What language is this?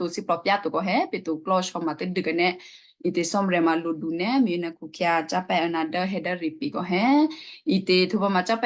Western Kayah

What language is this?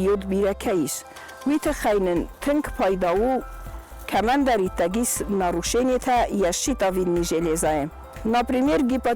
Ossetic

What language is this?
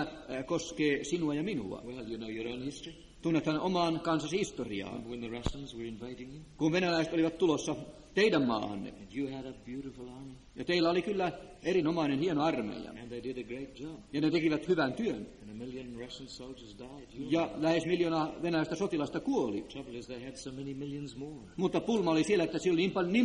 Finnish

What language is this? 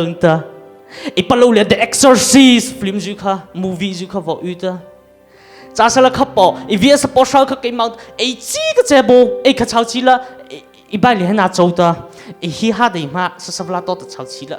Mara Chin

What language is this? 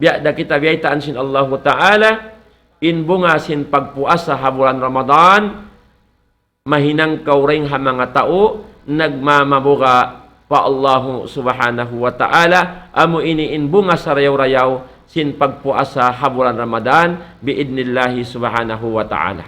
Tausug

